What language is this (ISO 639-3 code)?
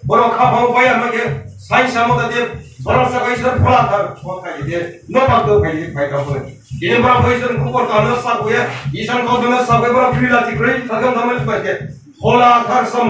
kor